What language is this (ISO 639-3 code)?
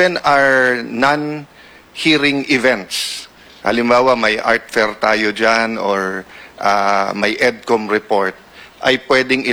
fil